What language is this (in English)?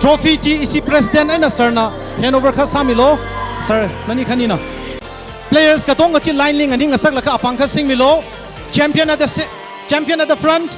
Tangkhul Naga (India)